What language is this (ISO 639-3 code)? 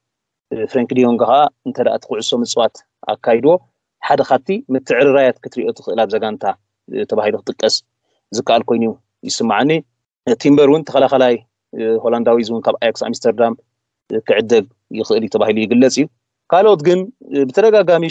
tir